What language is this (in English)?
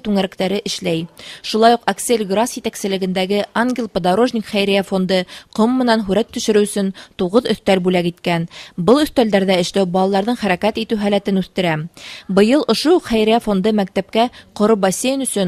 Bashkir